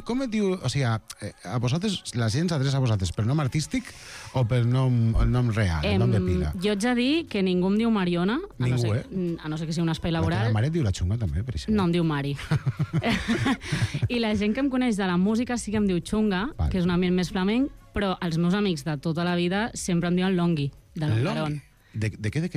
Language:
Catalan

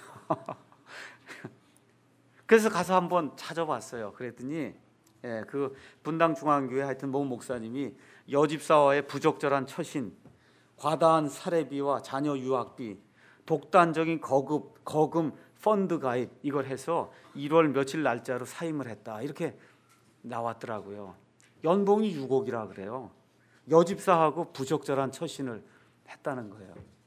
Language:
Korean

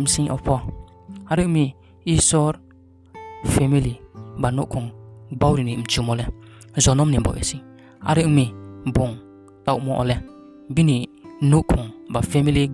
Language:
Riang (India)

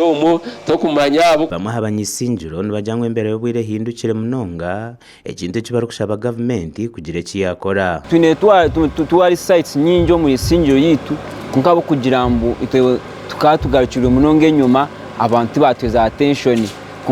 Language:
Nyankole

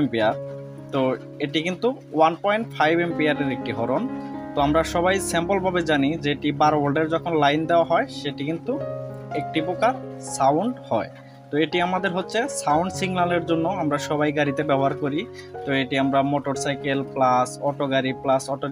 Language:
Bangla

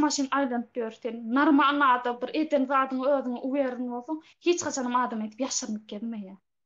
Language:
Turkmen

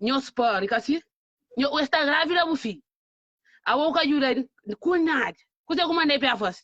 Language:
Kabuverdianu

